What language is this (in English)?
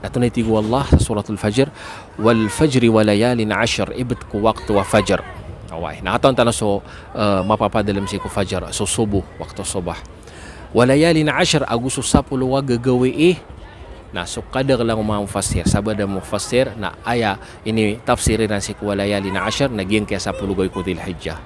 Maranao